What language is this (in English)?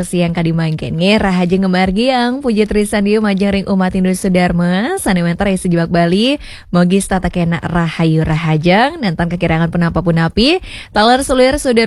Balinese